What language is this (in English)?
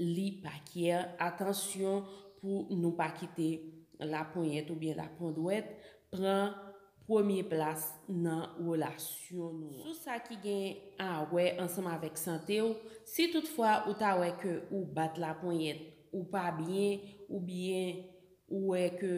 Haitian Creole